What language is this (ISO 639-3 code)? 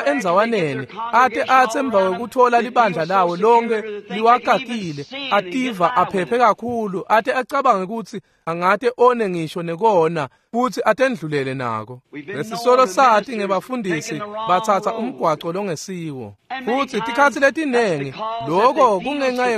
ssw